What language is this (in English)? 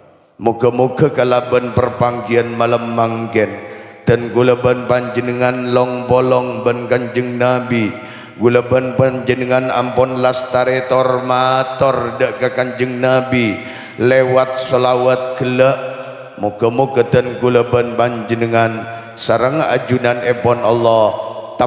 Madurese